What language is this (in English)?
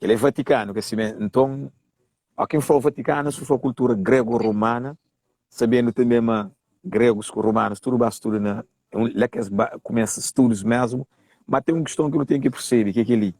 Kabuverdianu